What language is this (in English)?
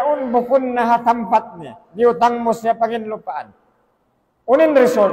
Tausug